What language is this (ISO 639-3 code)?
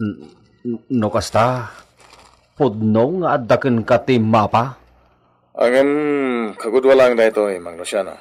ilo